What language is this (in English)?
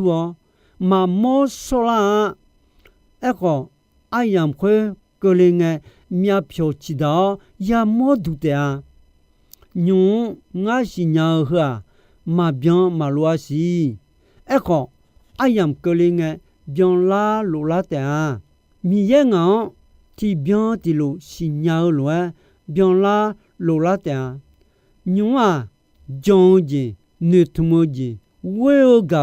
Akha